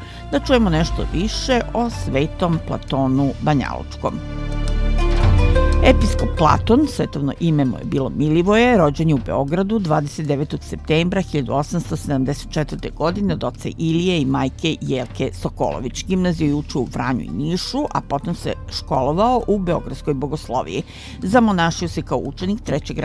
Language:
Serbian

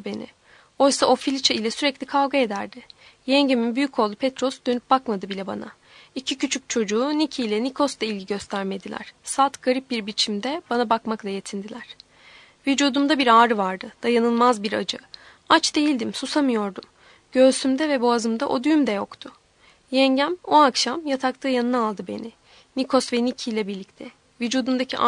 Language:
Turkish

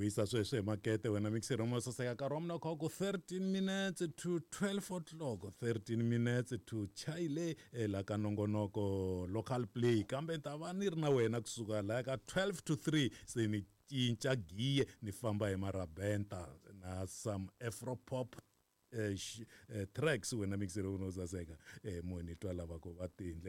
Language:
Tsonga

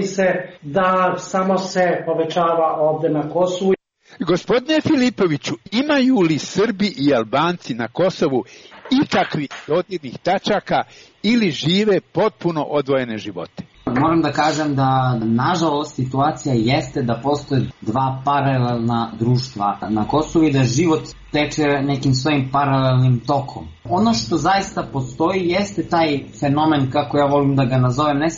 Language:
Serbian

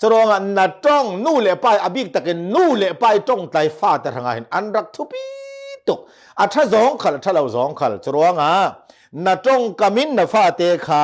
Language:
Falam Chin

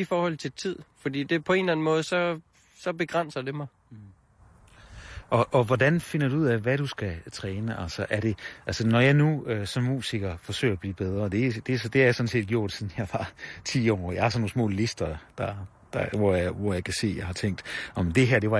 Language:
Danish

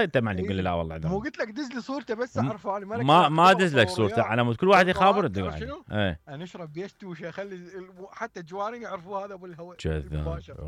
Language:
Mesopotamian Arabic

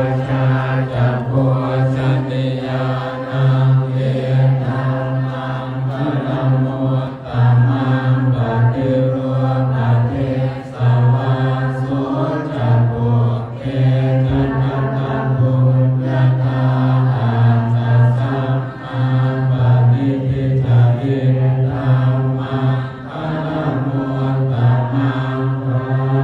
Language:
Pali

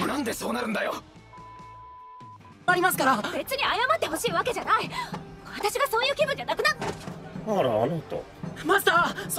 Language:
Japanese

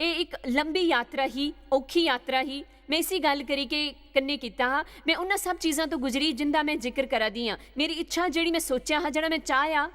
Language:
Dogri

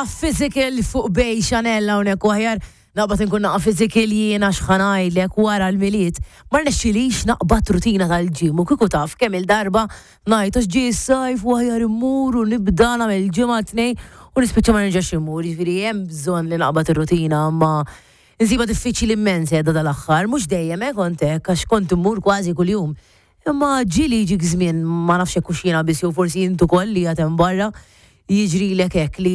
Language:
Maltese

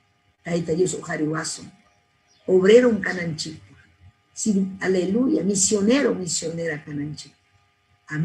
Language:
Ayacucho Quechua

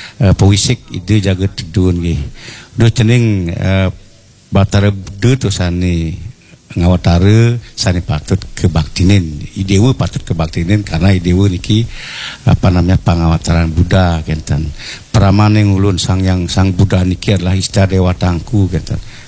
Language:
Balinese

